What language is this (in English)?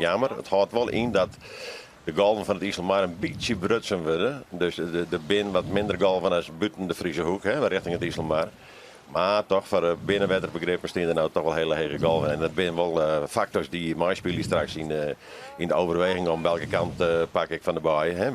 Western Frisian